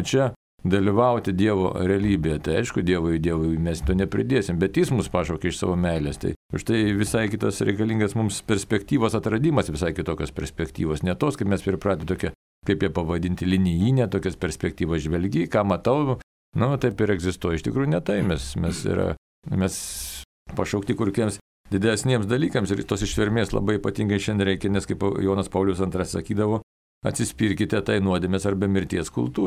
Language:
Lithuanian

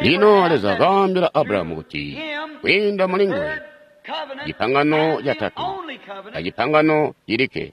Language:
Tonga (Zambia)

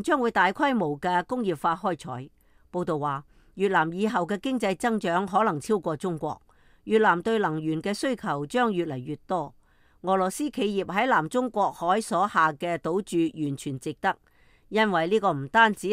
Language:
Cantonese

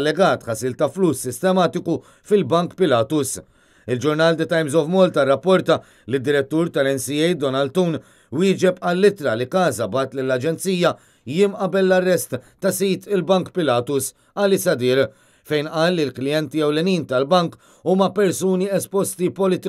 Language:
Maltese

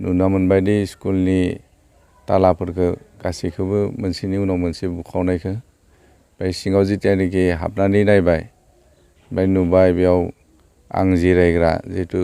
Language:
Bodo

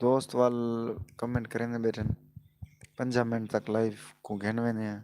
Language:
Saraiki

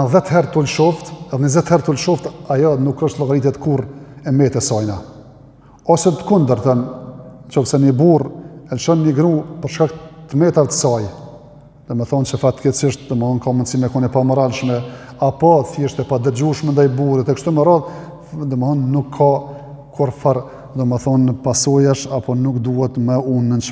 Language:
Albanian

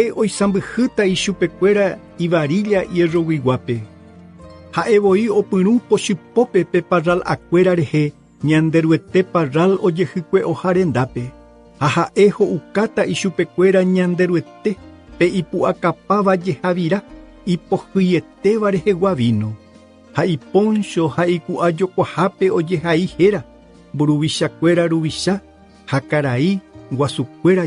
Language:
Guarani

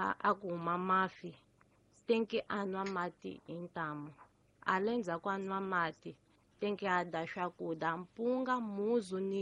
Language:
Tsonga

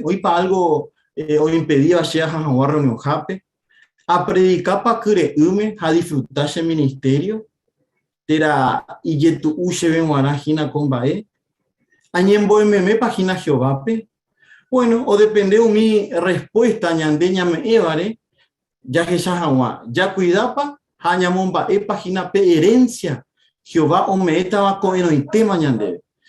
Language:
Guarani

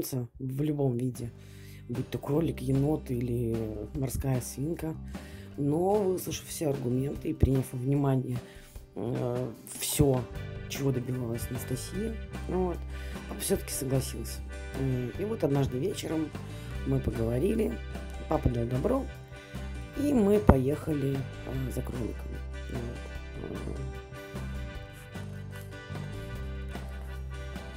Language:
Russian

